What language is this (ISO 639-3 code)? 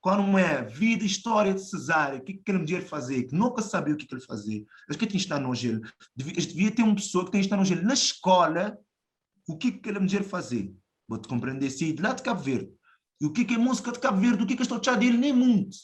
kea